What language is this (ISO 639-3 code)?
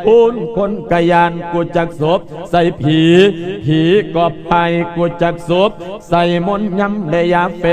lao